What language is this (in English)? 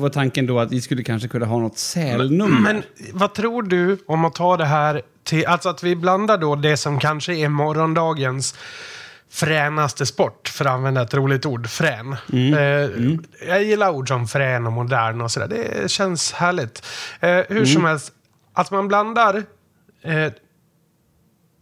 Swedish